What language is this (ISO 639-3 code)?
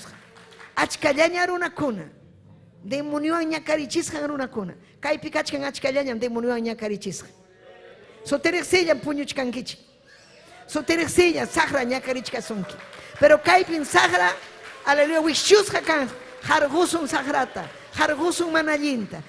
quy